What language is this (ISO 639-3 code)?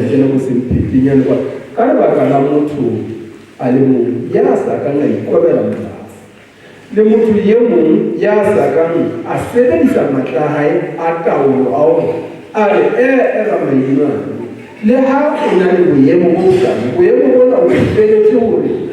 sot